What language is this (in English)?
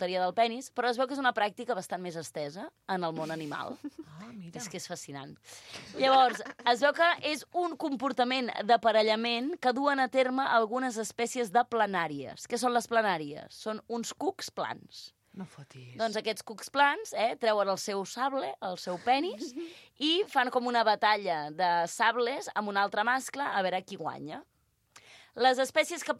Catalan